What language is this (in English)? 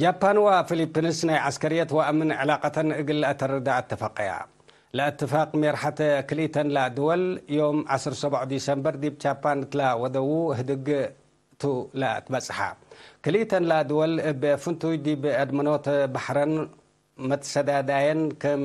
Tigre